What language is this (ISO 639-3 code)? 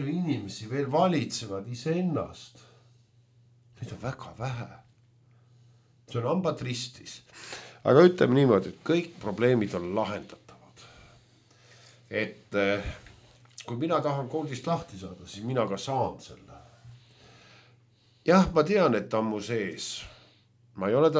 est